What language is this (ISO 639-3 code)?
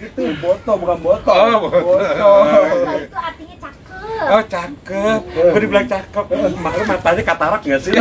bew